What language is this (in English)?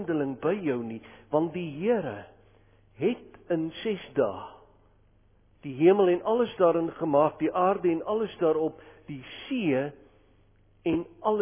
Afrikaans